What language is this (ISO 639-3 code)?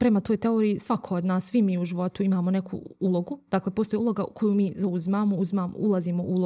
bos